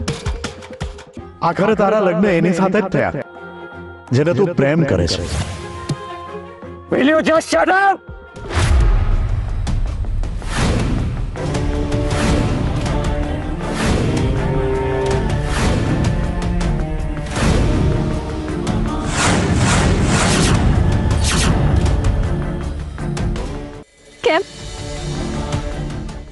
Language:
Gujarati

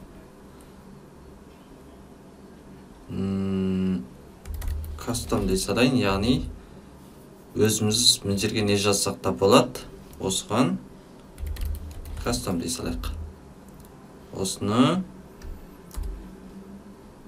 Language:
Kazakh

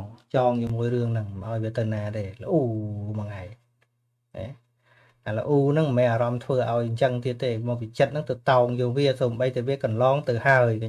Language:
Khmer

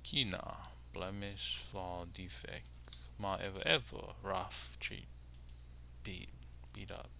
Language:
Hawaiian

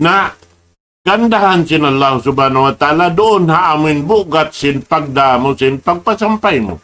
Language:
Tausug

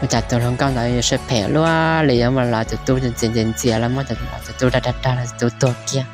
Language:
Hmong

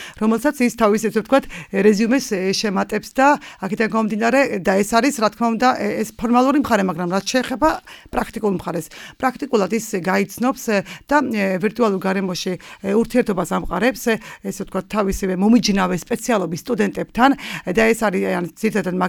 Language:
Georgian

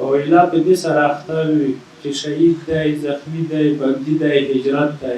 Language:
Pashto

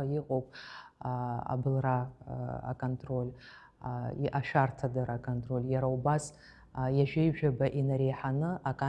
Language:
Abkhazian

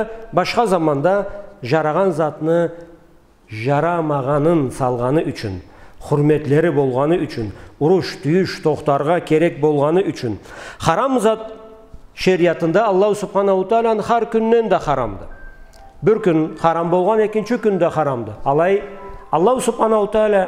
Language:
Karachay-Balkar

